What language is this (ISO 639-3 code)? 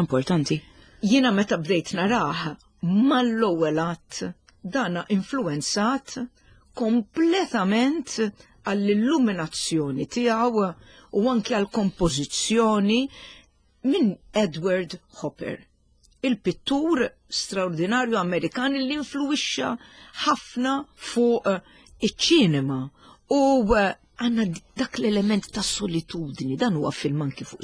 mlt